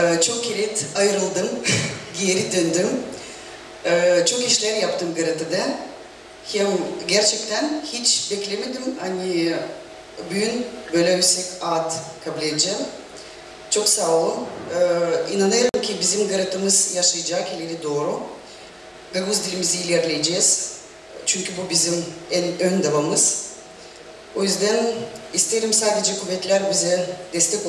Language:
Gagauz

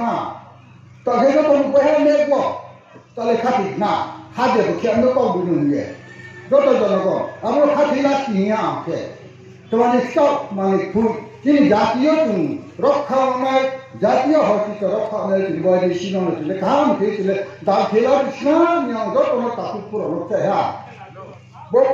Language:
Riang (India)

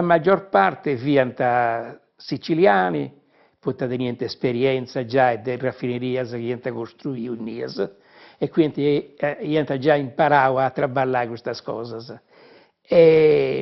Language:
Sardinian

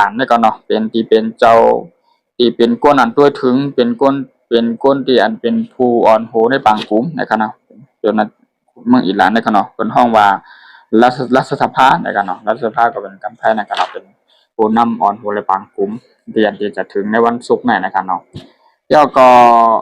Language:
Shan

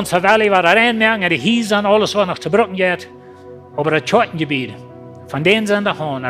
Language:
Plautdietsch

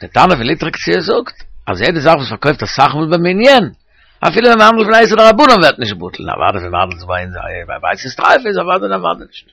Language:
Yiddish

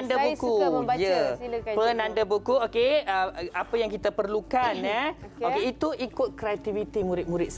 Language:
Malay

